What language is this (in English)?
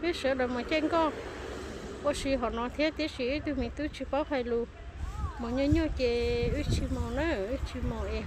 Hmong